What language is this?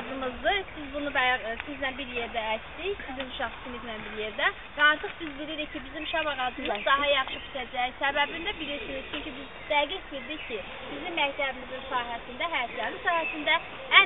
Azerbaijani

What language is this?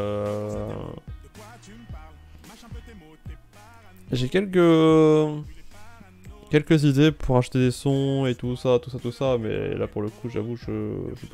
French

